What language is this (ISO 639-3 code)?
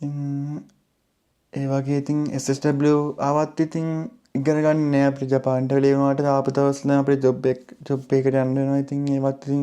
sin